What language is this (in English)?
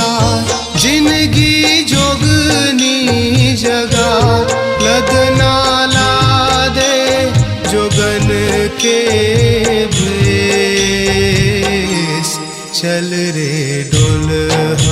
Chhattisgarhi